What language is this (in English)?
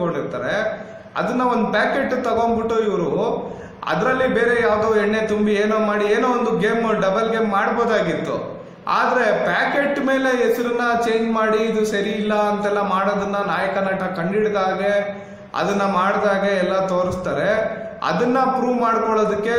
Kannada